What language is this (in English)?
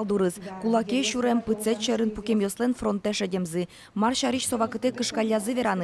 Udmurt